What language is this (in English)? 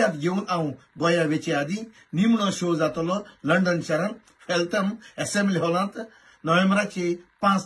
Konkani